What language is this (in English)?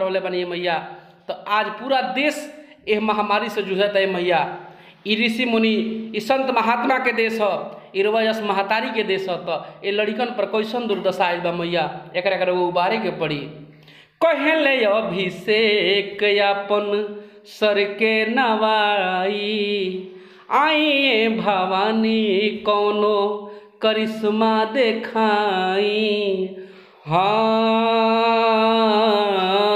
Bhojpuri